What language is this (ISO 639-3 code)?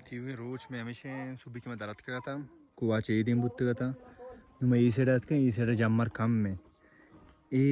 bal